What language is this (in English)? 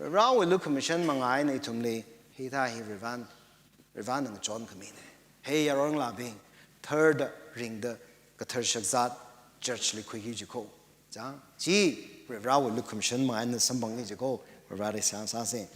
Tangkhul Naga (India)